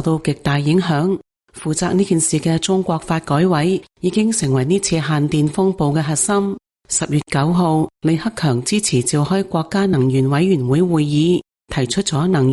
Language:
Cantonese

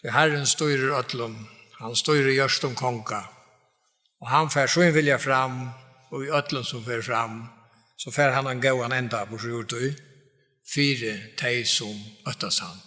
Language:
Faroese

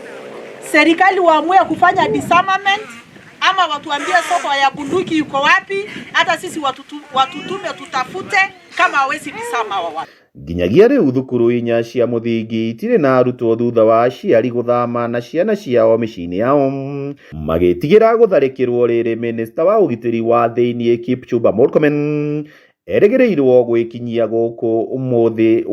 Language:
Kikuyu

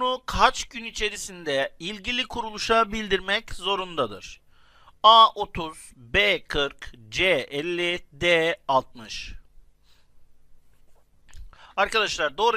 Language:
Turkish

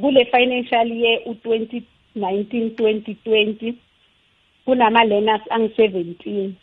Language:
South Ndebele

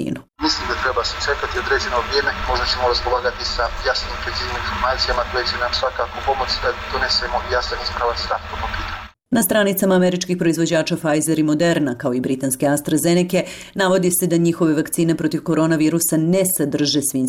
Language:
Bosnian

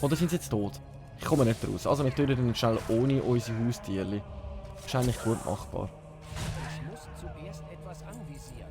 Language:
Swiss German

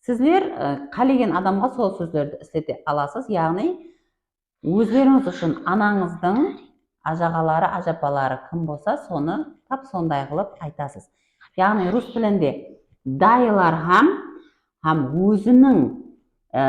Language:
Kara-Kalpak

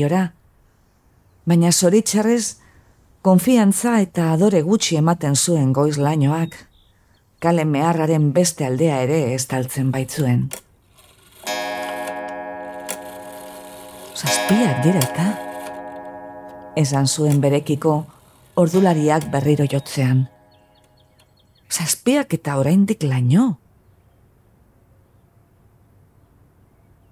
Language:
Basque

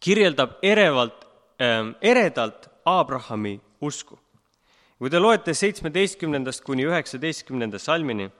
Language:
Estonian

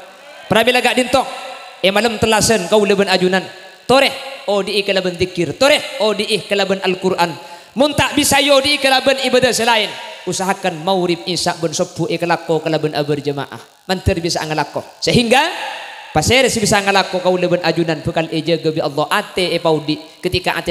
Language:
Madurese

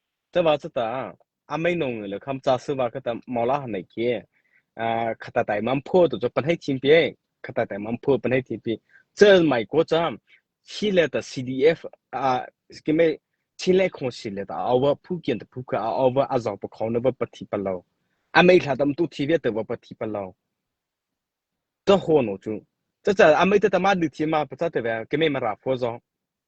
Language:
Mara Chin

